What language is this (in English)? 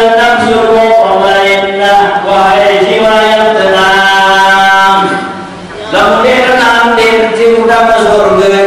Sasak